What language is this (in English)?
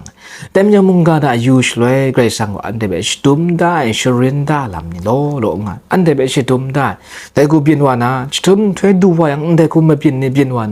Kachin